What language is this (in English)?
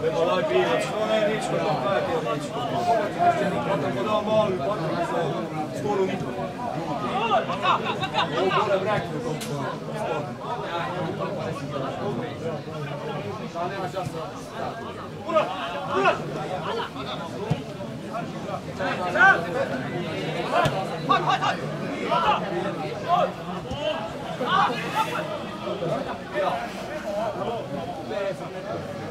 Croatian